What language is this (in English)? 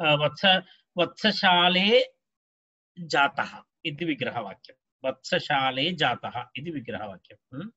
Sanskrit